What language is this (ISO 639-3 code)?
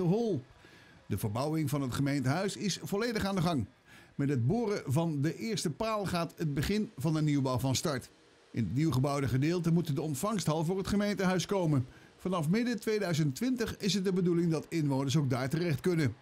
nld